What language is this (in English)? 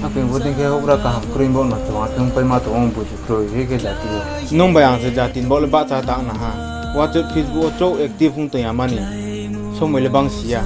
Riang (India)